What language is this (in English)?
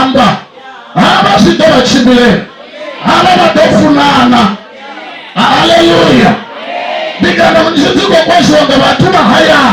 Venda